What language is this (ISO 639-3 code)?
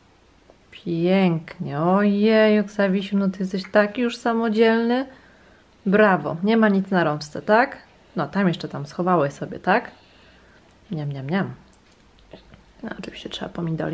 pol